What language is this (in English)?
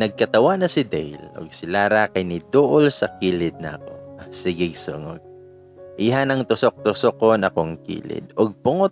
Cebuano